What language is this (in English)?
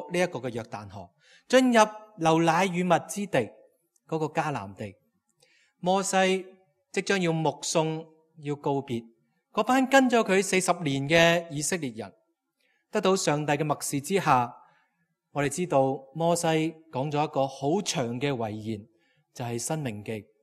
Cantonese